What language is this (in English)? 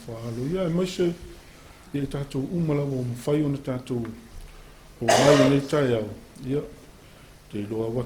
Samoan